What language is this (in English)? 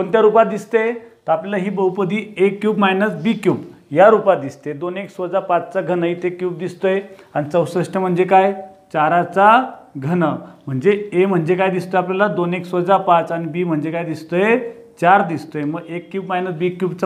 Marathi